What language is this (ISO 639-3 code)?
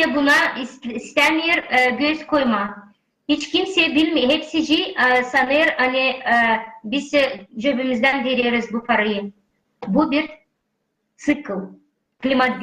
gag